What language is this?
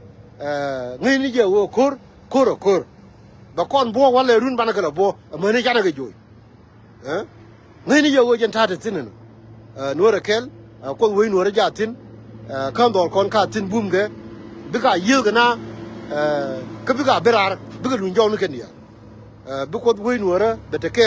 Nuer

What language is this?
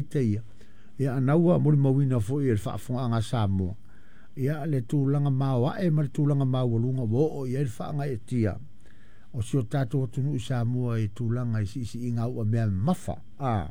Samoan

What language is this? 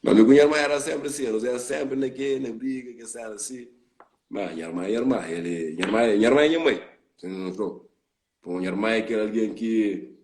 Kabuverdianu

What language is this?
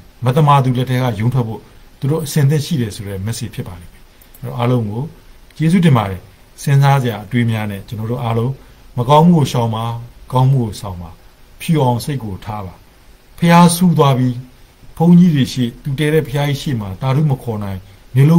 Burmese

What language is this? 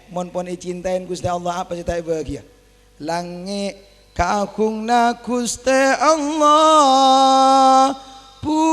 Madurese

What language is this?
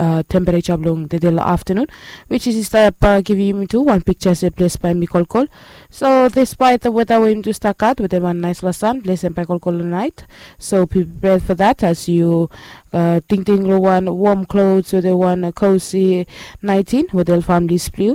Bislama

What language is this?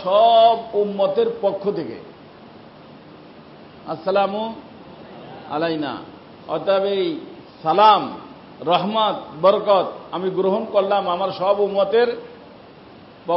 Bangla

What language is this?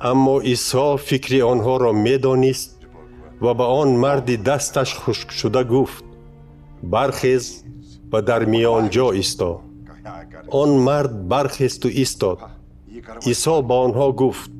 Tajik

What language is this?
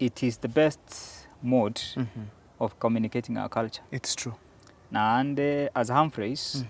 Gusii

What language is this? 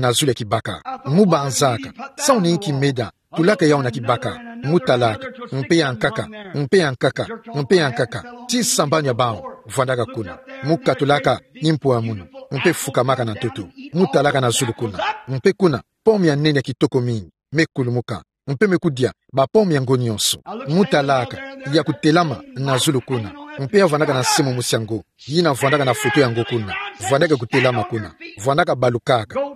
Kituba (Democratic Republic of Congo)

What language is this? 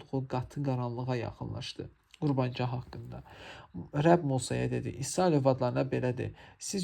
Azerbaijani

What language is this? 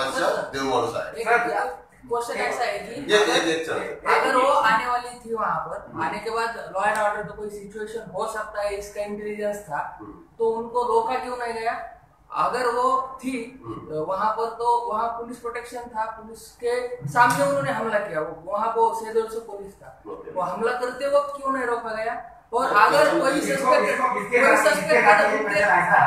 Marathi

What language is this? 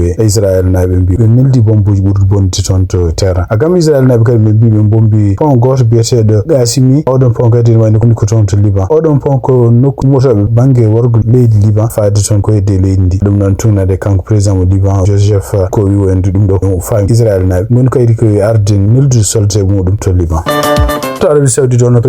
Fula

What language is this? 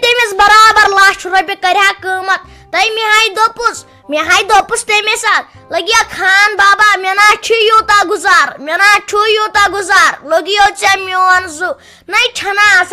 Kashmiri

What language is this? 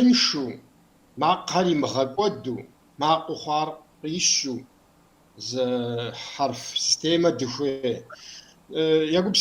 Kabardian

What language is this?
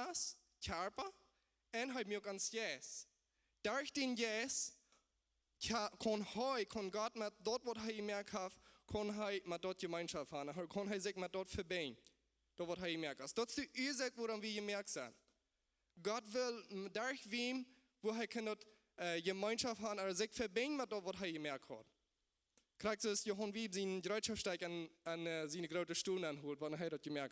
Plautdietsch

